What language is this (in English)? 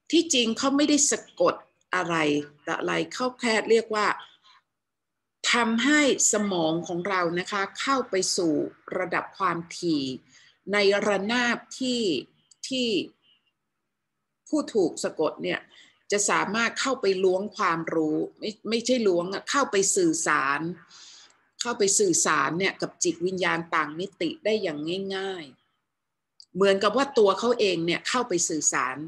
Thai